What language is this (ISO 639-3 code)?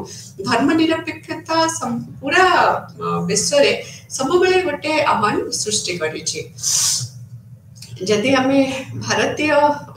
ori